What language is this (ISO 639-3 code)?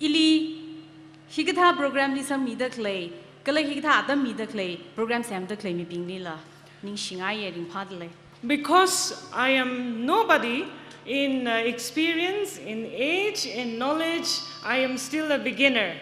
nmf